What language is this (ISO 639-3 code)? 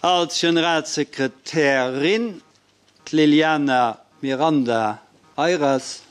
ltz